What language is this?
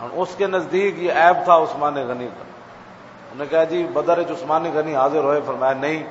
Western Panjabi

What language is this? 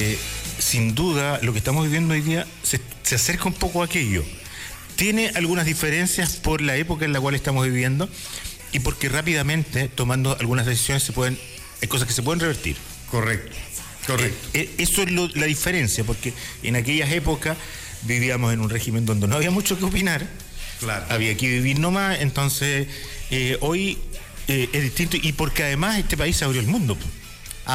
Spanish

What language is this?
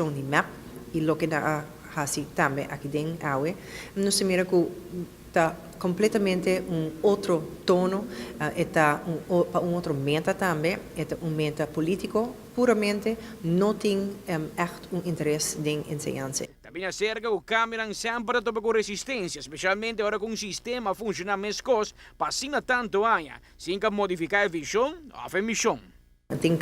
Papiamento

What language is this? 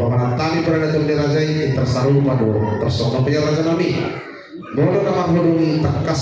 Batak Toba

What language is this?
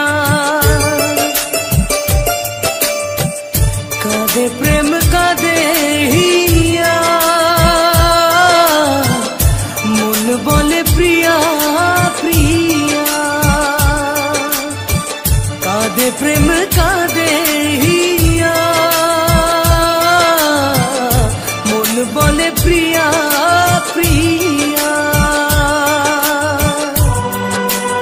Bangla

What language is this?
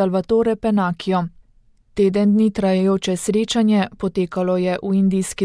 Slovenian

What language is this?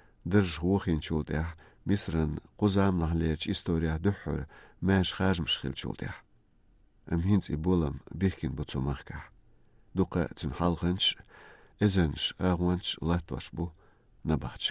Chechen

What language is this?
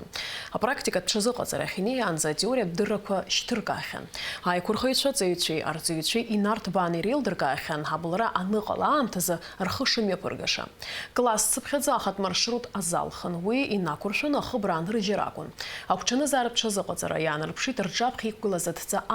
Abkhazian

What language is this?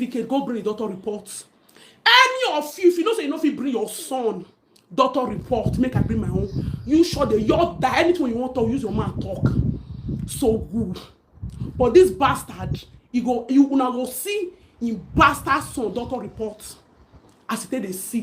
Nigerian Pidgin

